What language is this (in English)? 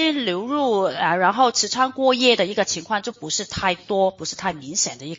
Chinese